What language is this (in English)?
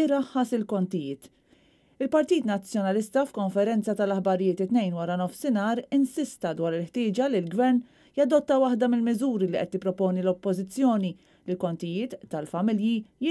Maltese